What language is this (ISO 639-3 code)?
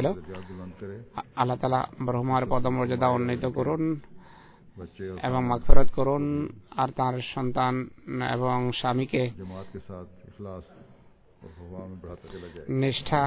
ben